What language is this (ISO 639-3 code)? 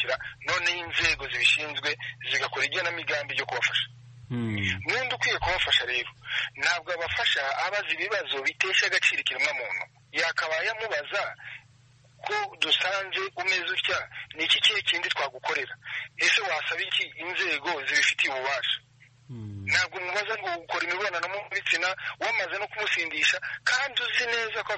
kin